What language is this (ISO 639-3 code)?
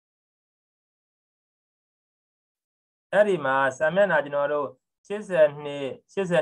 mya